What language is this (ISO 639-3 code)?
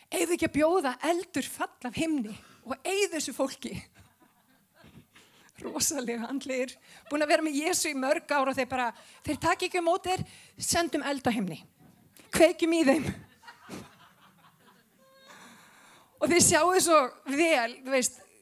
isl